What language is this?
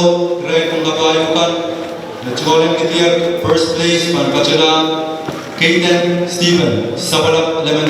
Pohnpeian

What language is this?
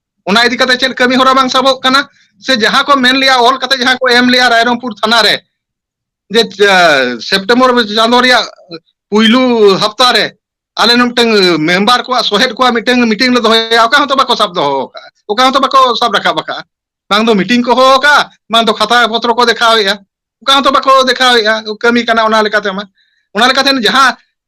Santali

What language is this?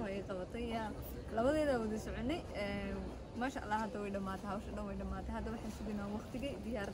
Somali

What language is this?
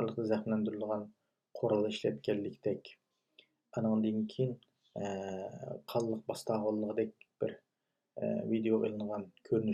Uyghur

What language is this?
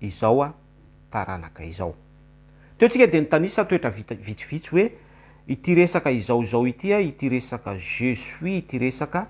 Malagasy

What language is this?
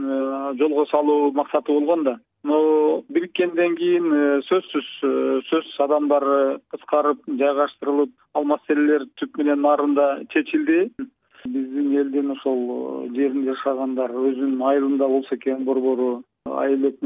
Kyrgyz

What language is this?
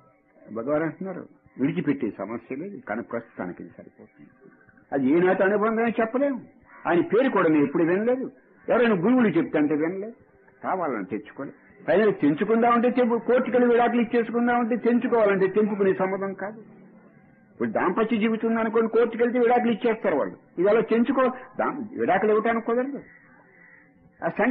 Telugu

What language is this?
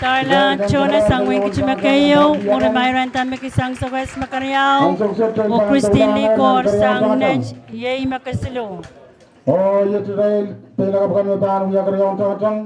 Pohnpeian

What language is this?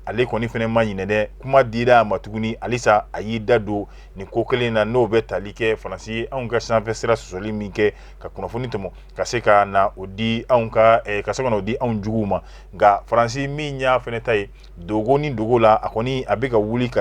Bambara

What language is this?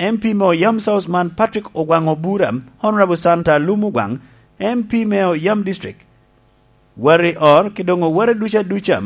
Lango (Uganda)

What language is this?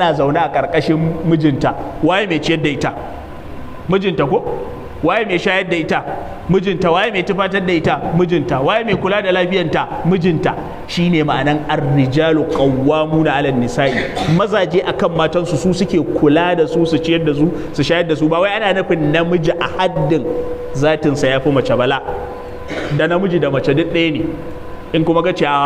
Hausa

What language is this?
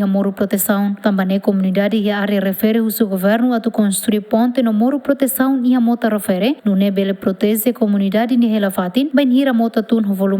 Tetum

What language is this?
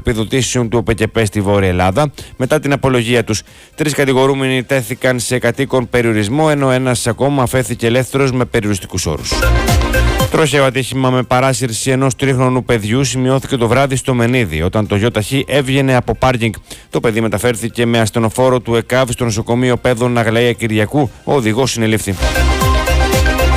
Greek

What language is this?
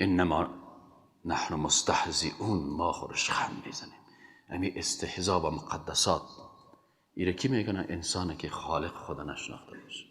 Persian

